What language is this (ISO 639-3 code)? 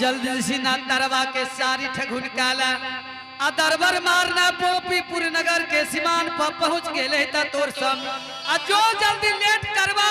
anp